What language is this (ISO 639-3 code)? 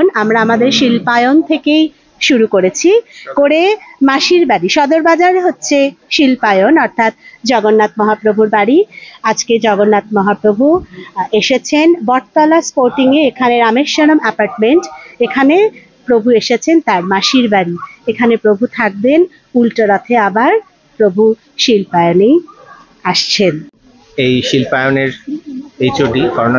ben